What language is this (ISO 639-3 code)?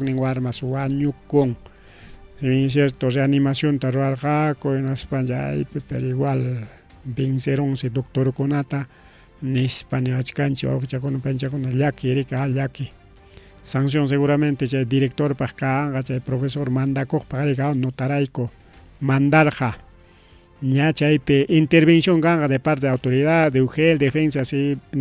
quy